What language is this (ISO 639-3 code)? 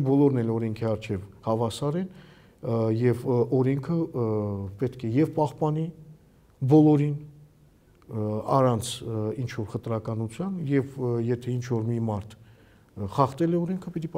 hye